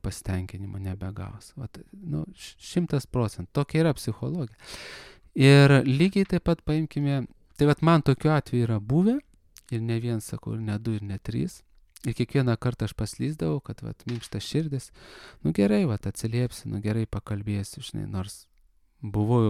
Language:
Lithuanian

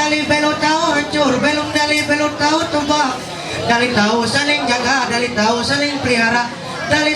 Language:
Ma'anyan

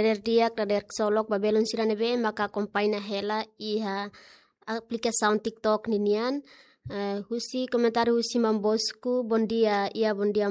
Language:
Tetum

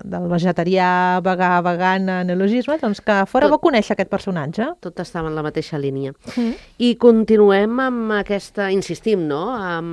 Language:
Catalan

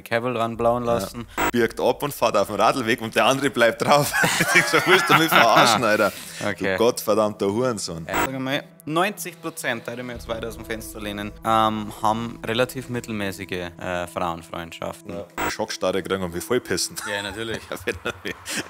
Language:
Bavarian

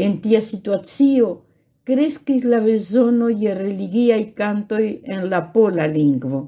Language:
Esperanto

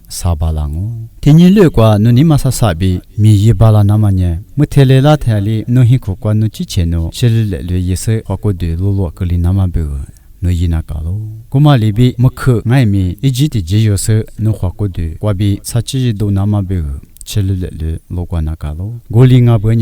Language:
Lisu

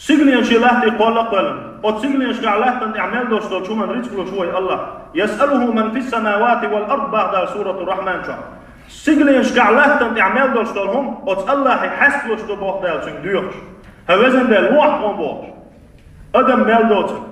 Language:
Chechen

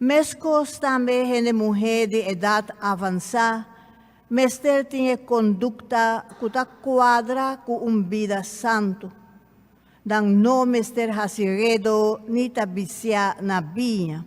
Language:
Papiamento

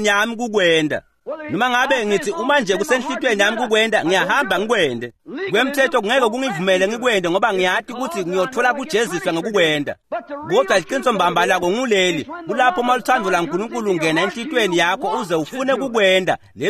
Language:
Swati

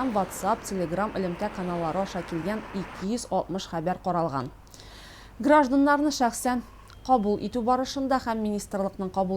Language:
Tatar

